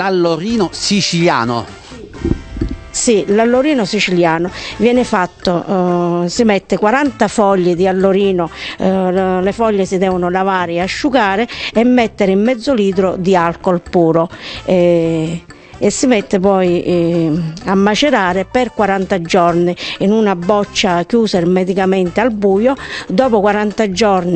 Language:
Italian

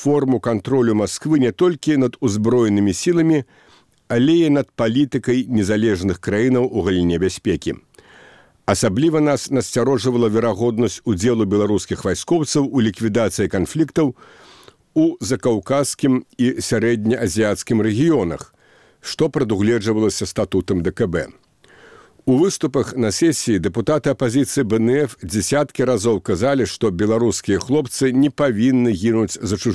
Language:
Belarusian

